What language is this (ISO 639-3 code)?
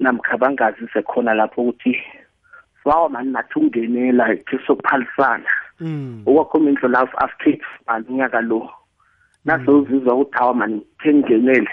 nbl